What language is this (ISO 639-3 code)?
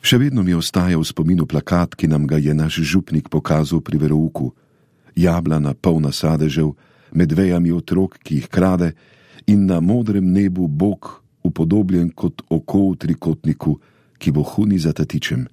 slv